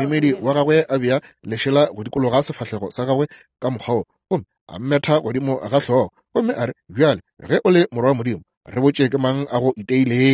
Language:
Northern Sotho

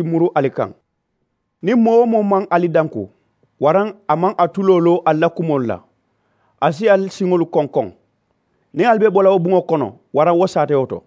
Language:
Mandingo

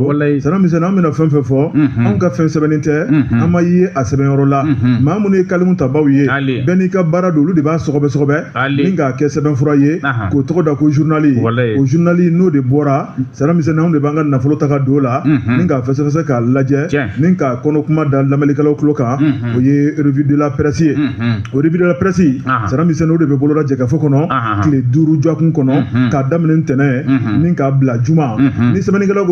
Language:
Bambara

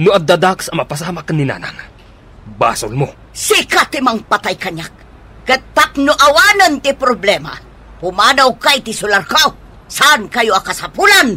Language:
Iloko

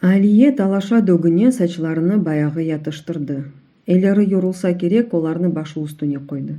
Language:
Crimean Tatar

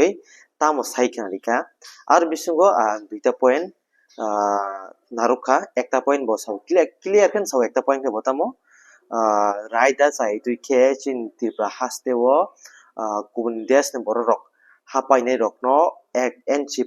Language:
Kok Borok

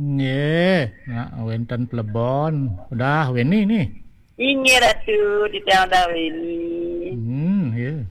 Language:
Balinese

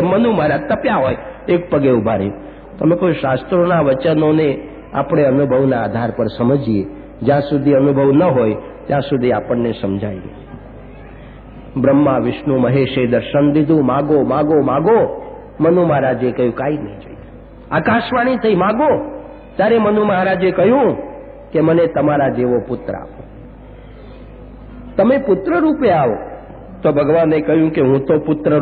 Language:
Gujarati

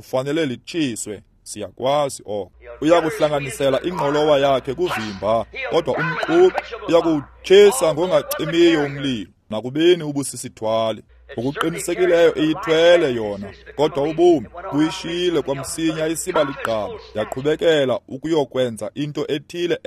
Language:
Xhosa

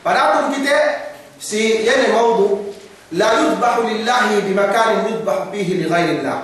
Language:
Yakan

